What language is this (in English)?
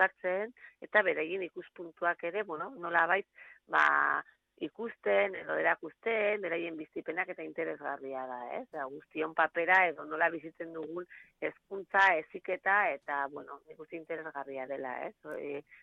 Basque